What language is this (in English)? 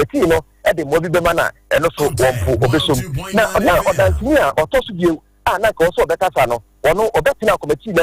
Akan